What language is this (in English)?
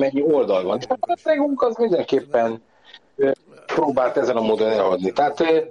Hungarian